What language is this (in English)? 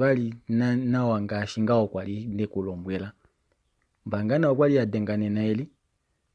Kuanyama